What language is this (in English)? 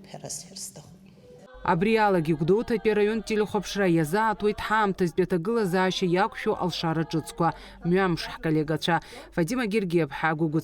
Abkhazian